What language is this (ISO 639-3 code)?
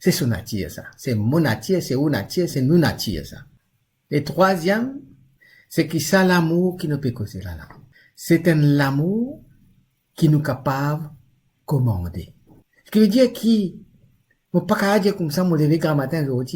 mfe